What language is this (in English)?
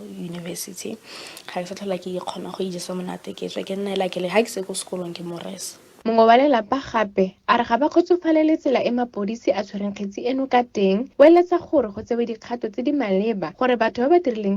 Tswana